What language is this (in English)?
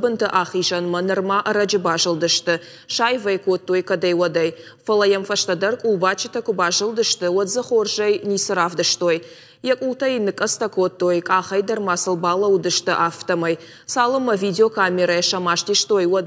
Ossetic